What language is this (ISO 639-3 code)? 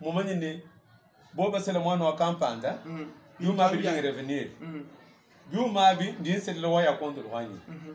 lua